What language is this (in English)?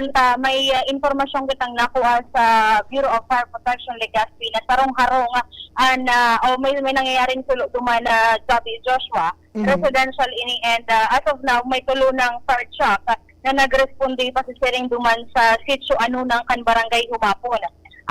Bikol